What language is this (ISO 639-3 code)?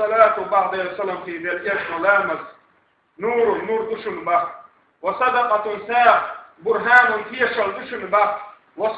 che